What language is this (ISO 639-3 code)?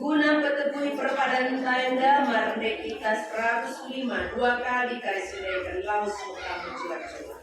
btx